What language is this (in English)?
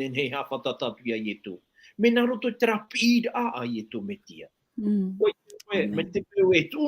Tahitian